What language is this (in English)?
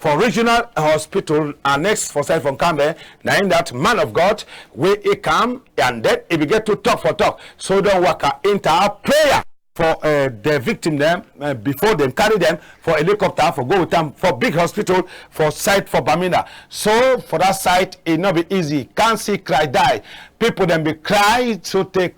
Cameroon Pidgin